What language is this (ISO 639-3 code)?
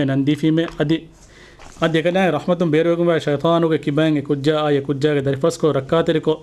div